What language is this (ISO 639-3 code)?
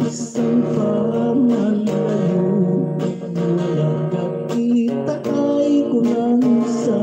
hil